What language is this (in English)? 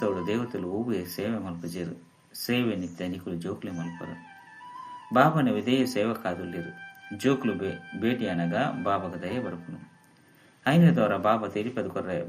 Tulu